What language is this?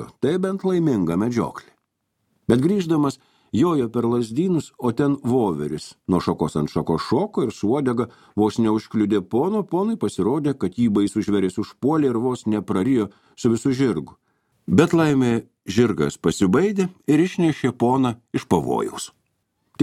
Lithuanian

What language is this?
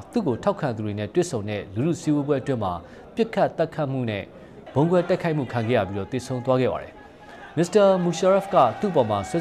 Burmese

